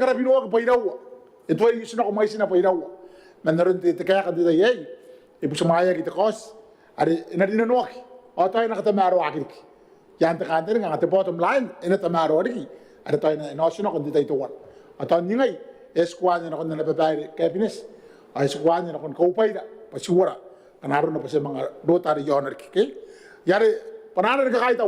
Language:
Gilbertese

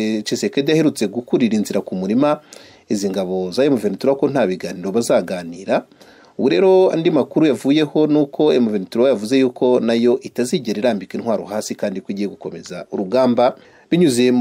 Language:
Kinyarwanda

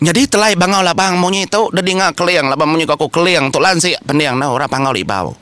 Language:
Iban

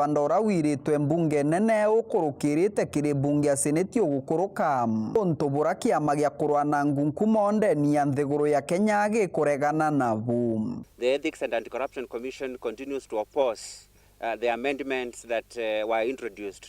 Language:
Meru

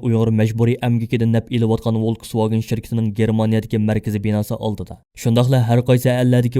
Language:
Uyghur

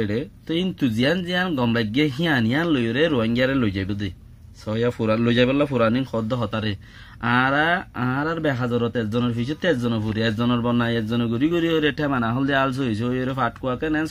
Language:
Rohingya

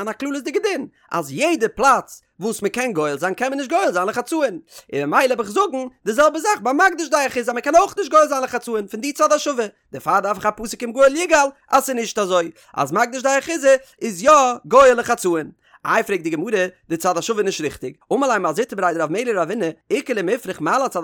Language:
Yiddish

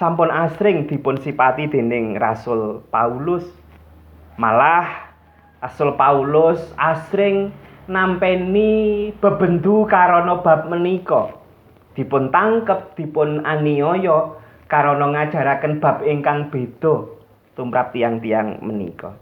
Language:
Javanese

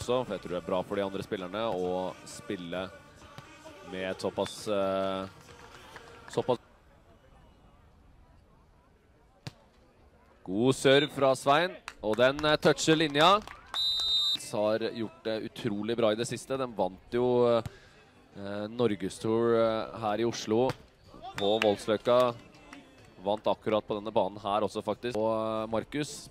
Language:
Norwegian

